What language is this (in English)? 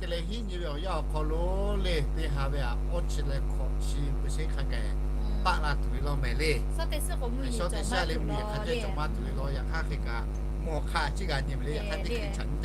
Lahu